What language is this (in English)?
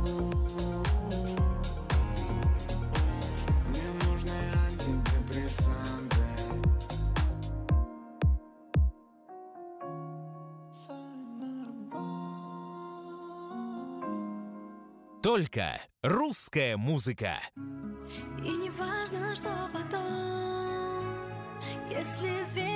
Russian